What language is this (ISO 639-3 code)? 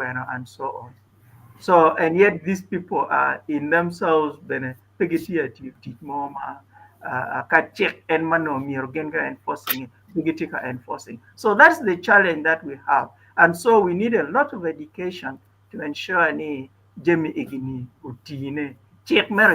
ach